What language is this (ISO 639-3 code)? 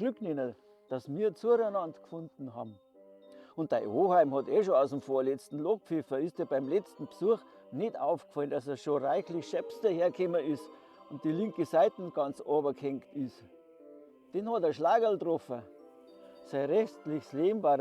bar